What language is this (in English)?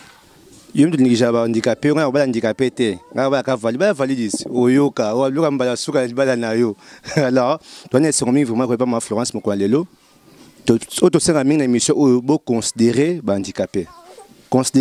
Lingala